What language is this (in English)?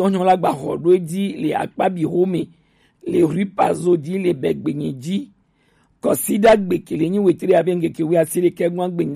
Gen